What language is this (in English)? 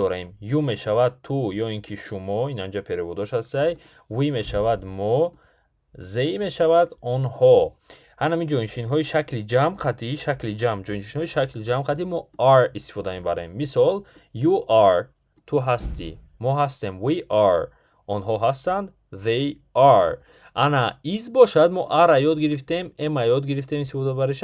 Tajik